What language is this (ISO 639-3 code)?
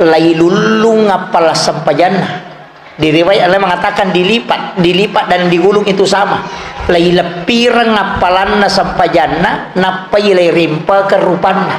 bug